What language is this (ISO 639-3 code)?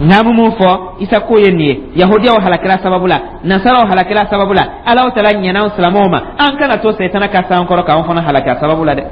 dyu